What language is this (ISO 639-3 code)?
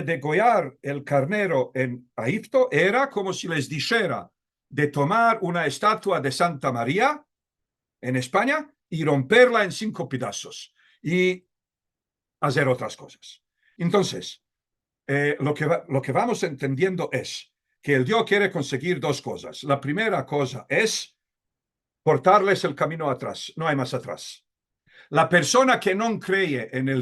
lad